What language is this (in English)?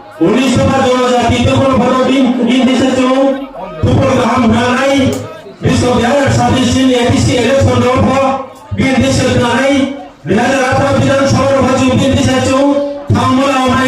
Riang (India)